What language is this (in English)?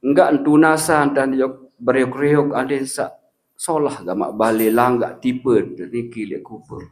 Sasak